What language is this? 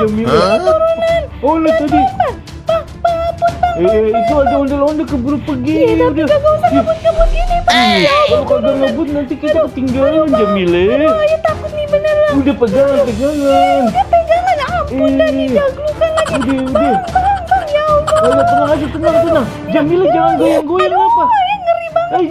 Betawi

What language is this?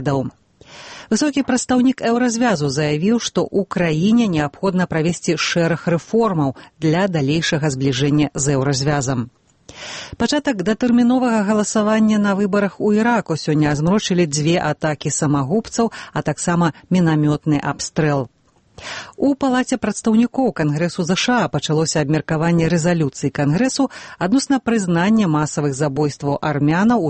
Belarusian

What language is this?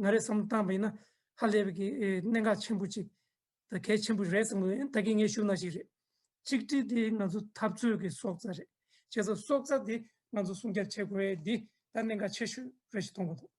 Tibetan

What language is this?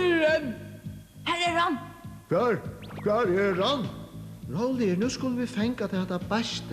Faroese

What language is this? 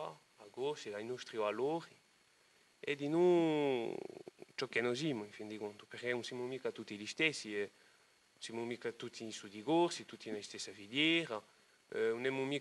Corsican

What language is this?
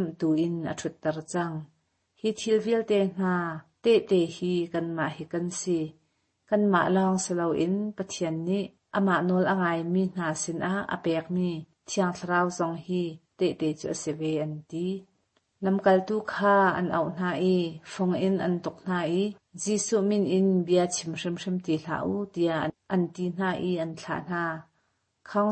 Hakha Chin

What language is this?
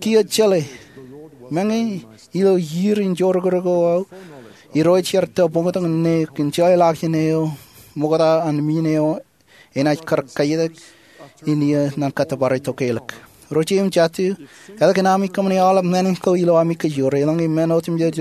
Marshallese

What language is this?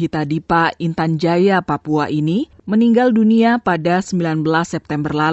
Indonesian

